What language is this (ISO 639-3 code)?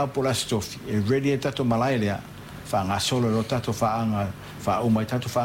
smo